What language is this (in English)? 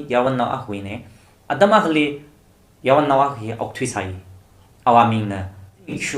Tangkhul Naga (India)